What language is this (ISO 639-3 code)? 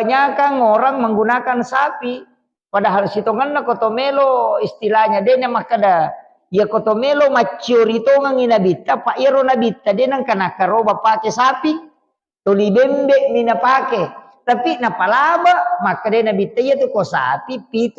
bug